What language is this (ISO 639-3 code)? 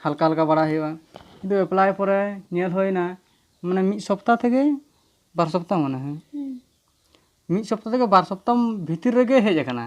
sat